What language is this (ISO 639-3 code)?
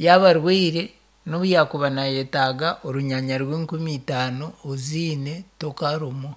nyn